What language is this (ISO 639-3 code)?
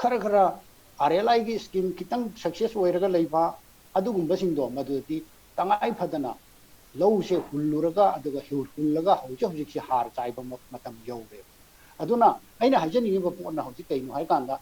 mni